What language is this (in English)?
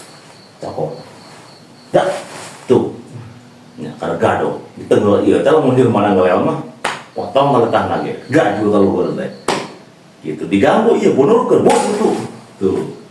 Sundanese